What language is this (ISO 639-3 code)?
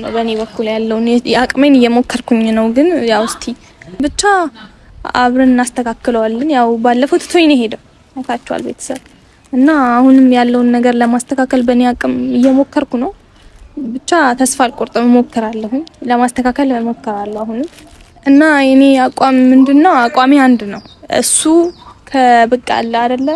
amh